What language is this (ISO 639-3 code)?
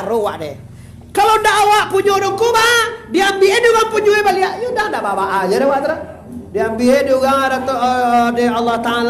min